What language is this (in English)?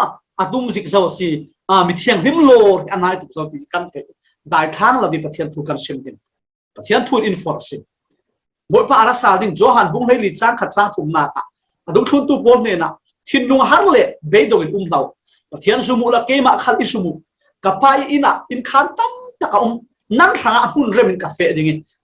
Falam Chin